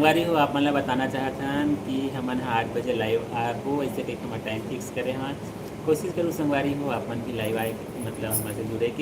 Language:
Chhattisgarhi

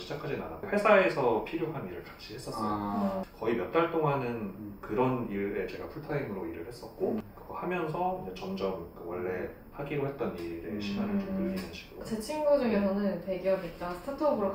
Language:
Korean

